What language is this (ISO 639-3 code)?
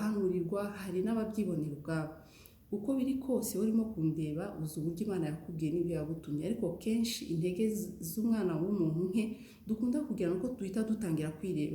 kin